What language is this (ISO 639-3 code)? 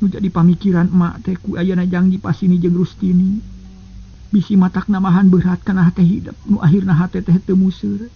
sun